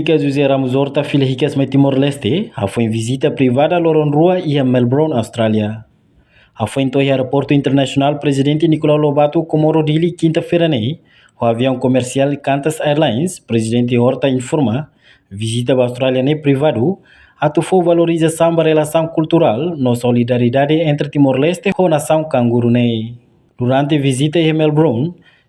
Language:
Tetum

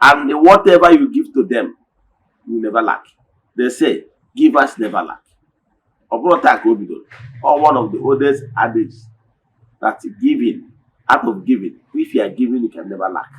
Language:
Igbo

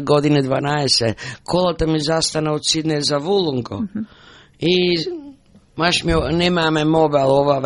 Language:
Macedonian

